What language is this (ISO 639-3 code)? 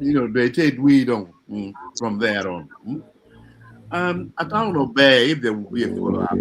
ach